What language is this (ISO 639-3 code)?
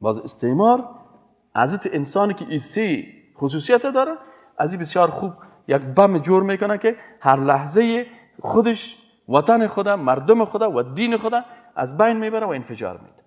fas